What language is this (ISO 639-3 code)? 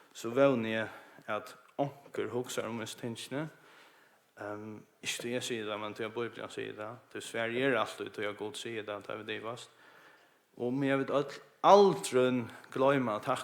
fao